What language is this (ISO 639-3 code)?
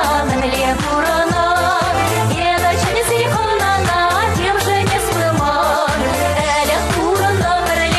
chv